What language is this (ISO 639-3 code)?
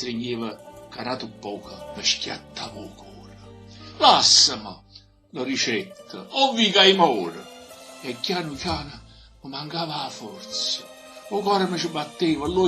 nap